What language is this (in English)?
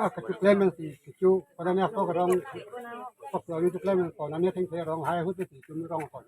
Karbi